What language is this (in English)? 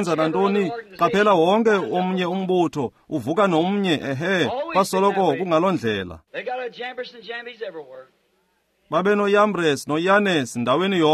Xhosa